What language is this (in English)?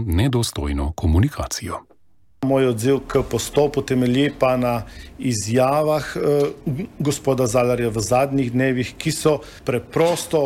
Slovenian